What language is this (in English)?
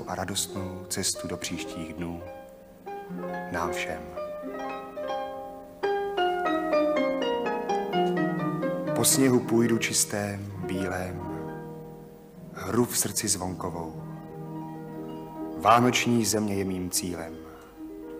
Czech